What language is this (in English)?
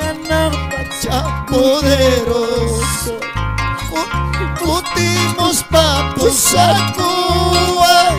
Ayacucho Quechua